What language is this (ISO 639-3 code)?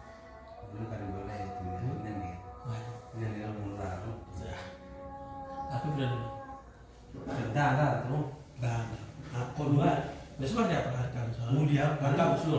ind